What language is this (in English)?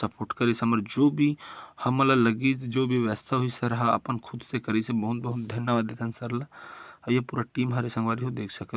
Chhattisgarhi